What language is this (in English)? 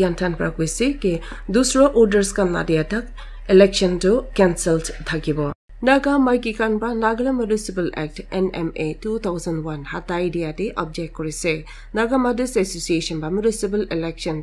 Naga Pidgin